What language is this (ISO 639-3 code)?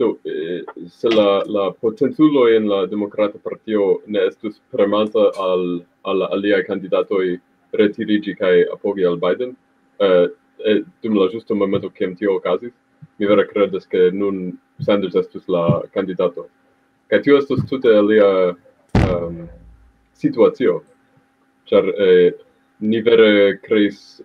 epo